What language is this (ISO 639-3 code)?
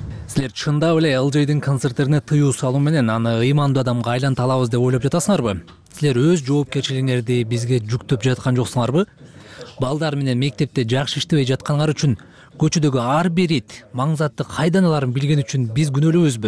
kir